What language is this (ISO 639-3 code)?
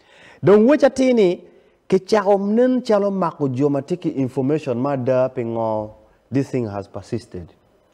ach